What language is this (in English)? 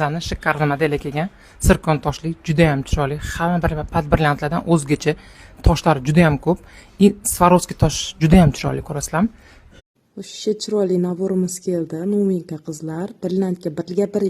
Uzbek